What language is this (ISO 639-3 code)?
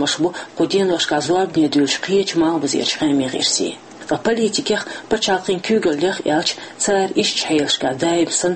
che